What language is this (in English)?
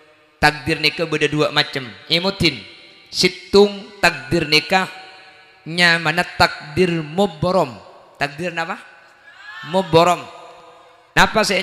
Madurese